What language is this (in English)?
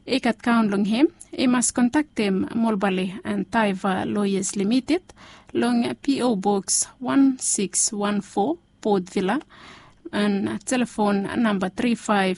Bislama